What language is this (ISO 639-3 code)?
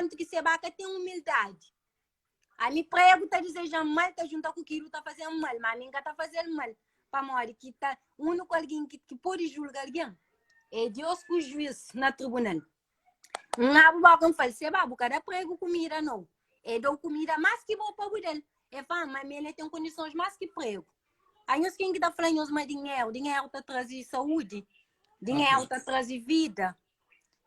kea